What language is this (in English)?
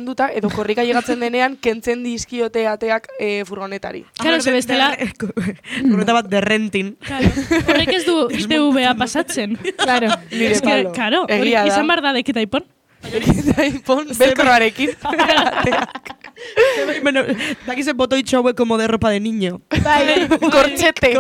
Basque